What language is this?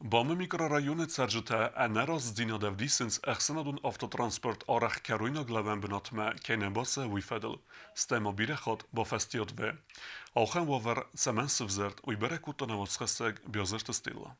Ossetic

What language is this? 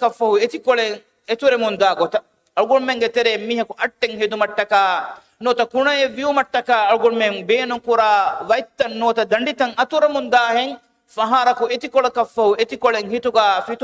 Divehi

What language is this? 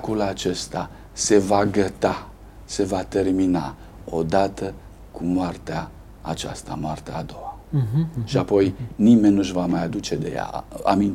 Romanian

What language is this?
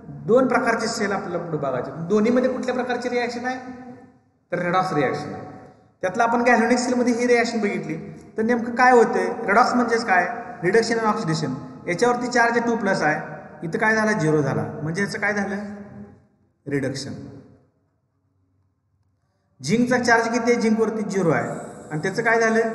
Marathi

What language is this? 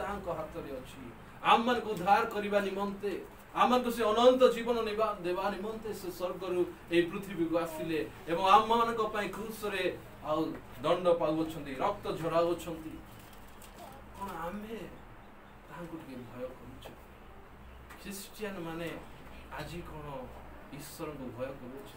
Odia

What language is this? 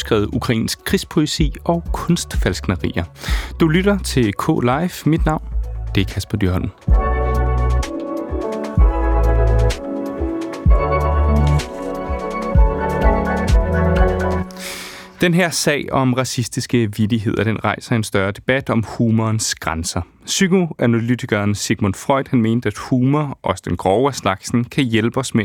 Danish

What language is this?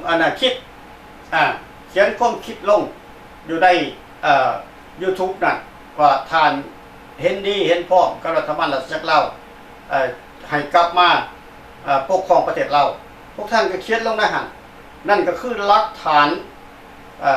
Lao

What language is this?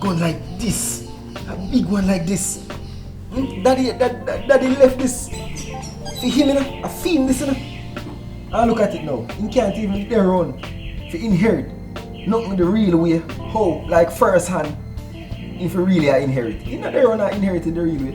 Jamaican Creole English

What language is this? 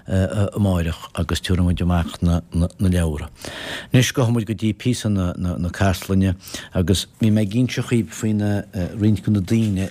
Irish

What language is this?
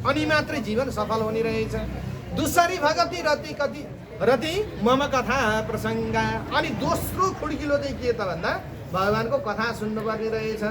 Nepali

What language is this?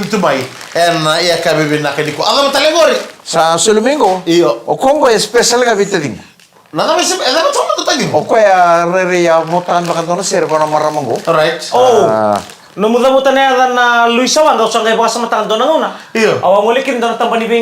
Fijian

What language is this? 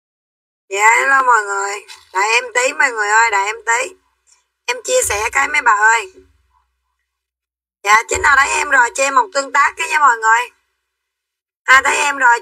Vietnamese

